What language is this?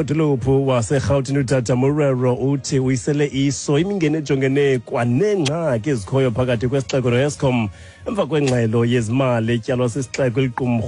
Xhosa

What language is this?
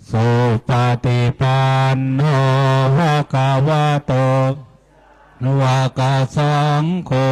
Pali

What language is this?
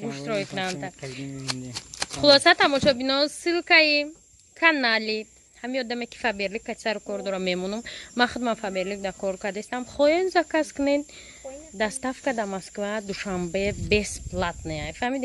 Tajik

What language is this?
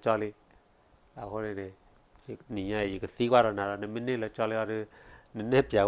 S'gaw Karen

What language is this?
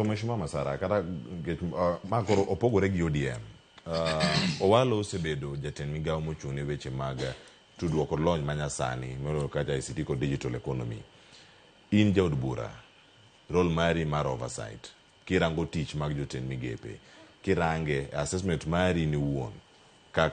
Luo (Kenya and Tanzania)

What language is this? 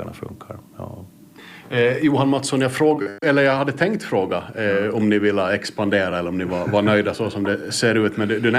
Swedish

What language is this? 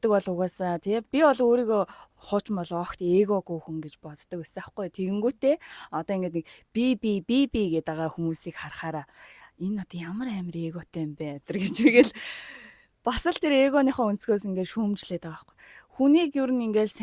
Mongolian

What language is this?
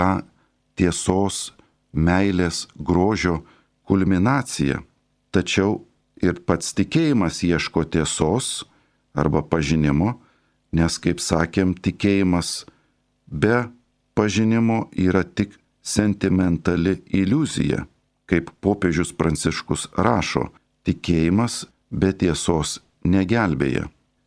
Lithuanian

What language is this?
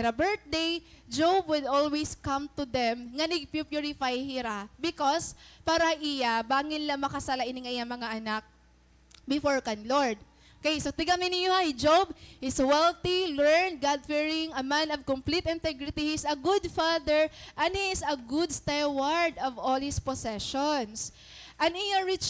Waray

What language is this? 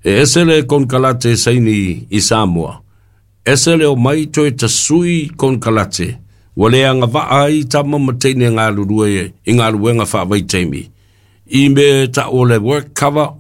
Samoan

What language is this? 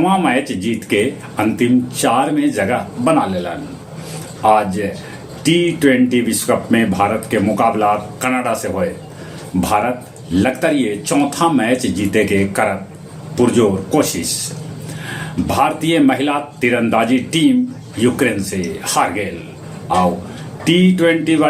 Magahi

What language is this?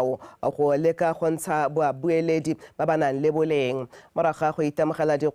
Tswana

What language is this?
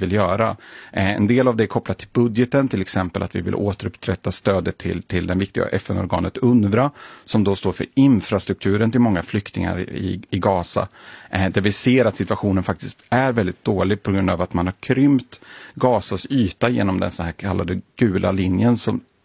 Swedish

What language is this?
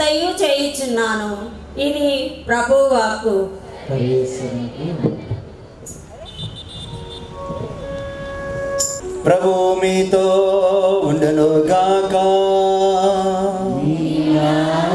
Telugu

